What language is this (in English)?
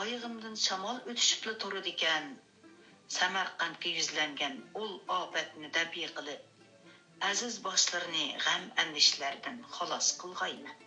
Uyghur